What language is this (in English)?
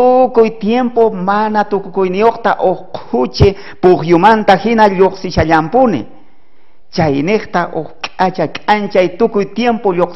South Bolivian Quechua